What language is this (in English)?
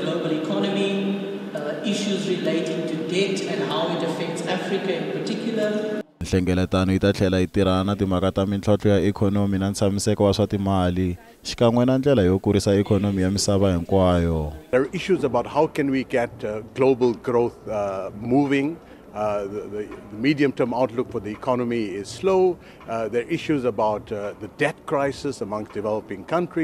Tsonga